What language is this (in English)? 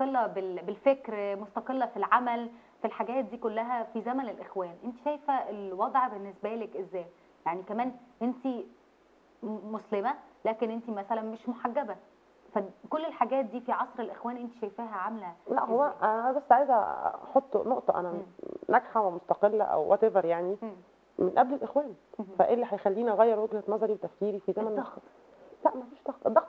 Egyptian Arabic